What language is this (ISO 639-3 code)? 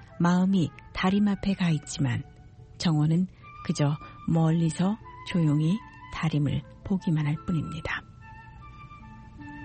kor